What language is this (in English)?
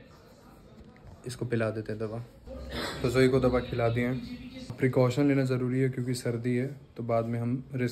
Hindi